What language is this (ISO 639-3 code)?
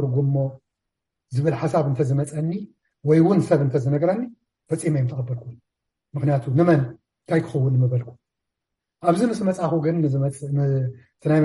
tir